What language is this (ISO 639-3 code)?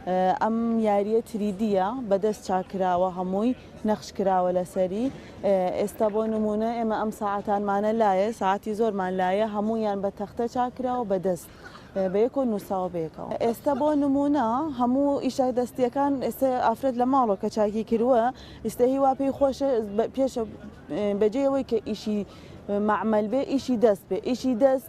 ckb